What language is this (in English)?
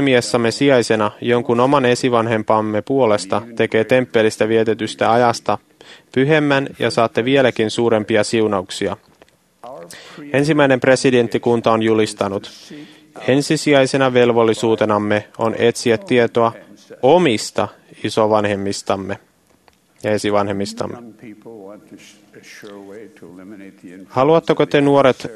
Finnish